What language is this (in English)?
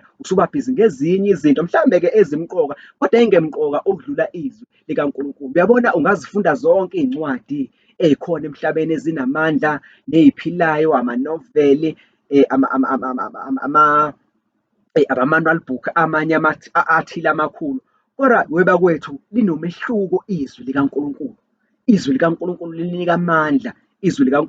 Zulu